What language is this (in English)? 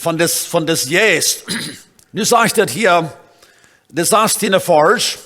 Plautdietsch